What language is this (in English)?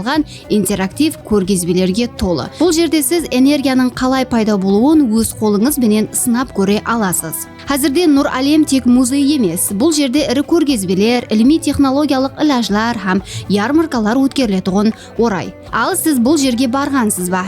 Kara-Kalpak